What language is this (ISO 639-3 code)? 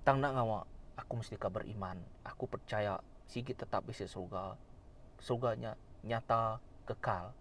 iba